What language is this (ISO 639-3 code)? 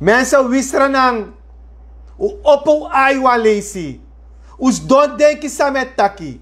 srn